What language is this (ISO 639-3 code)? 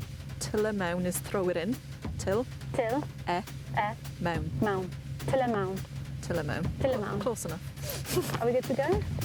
cym